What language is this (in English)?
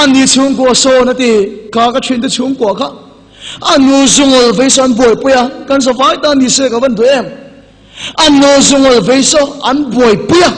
Mizo